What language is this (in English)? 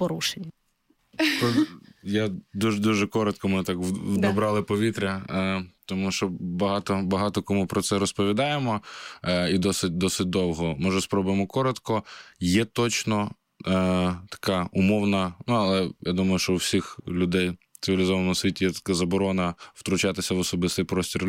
Ukrainian